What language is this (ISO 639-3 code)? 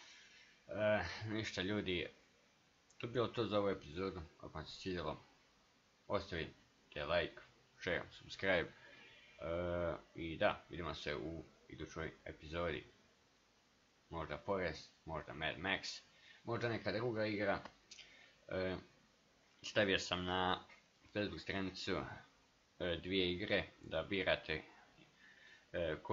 hrv